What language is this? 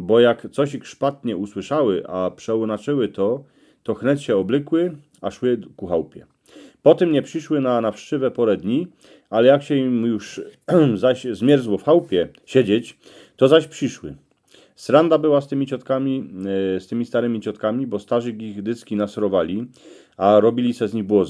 Silesian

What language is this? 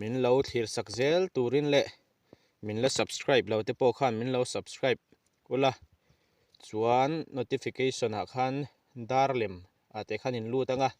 Mizo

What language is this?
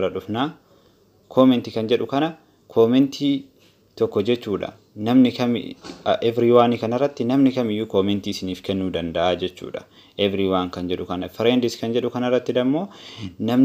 Oromo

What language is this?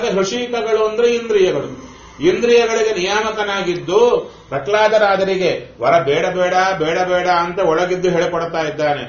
Kannada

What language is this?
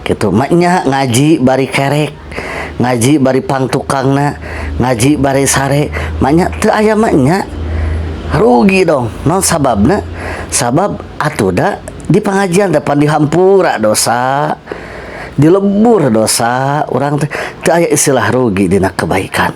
Sundanese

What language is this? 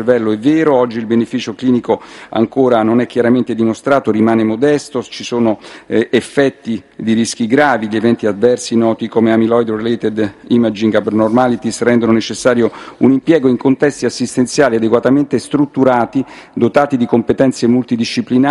Italian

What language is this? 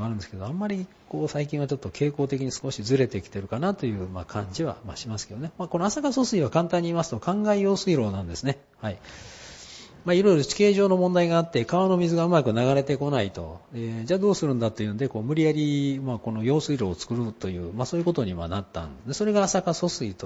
Japanese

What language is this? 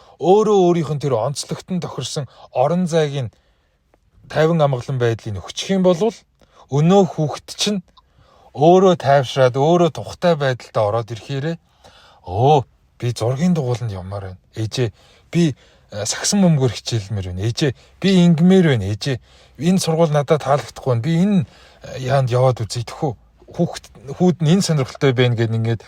Mongolian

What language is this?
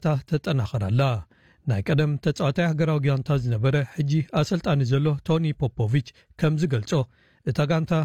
Tigrinya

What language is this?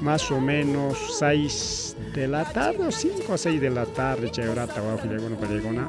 Ayacucho Quechua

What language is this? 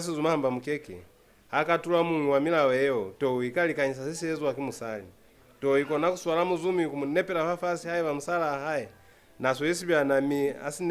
Lozi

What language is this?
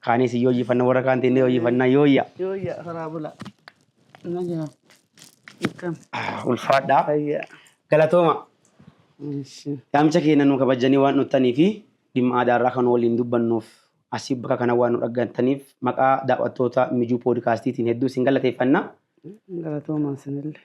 Oromo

